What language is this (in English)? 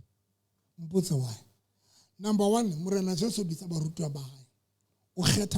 Southern Sotho